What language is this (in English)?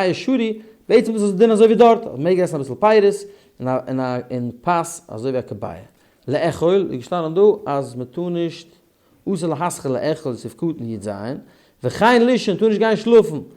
Yiddish